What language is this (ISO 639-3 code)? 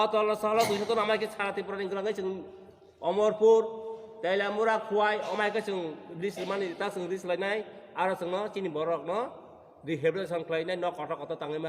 trp